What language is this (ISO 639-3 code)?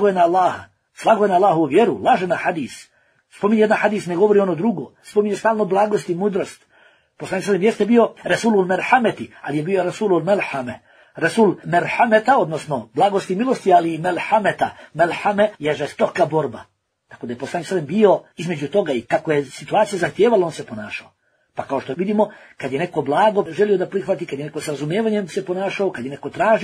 bos